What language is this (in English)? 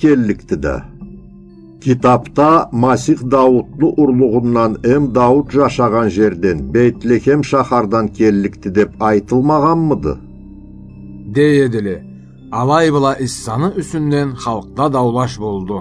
Karachay-Balkar